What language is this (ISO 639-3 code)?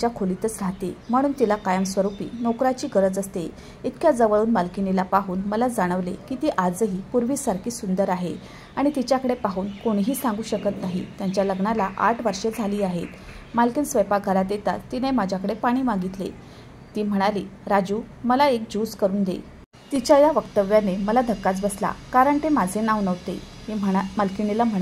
mar